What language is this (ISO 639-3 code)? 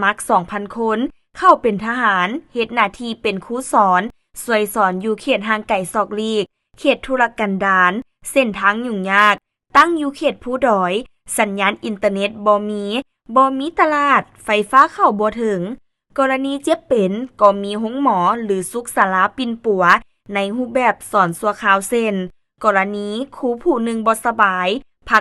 lao